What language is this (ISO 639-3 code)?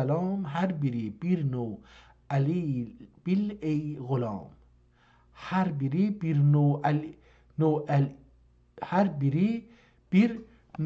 azb